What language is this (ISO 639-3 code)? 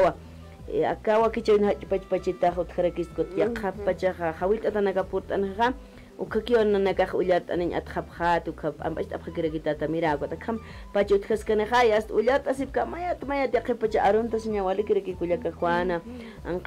aym